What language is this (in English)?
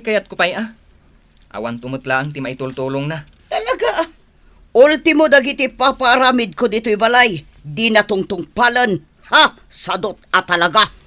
Iloko